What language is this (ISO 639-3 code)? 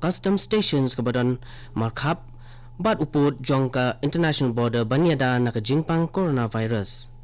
kha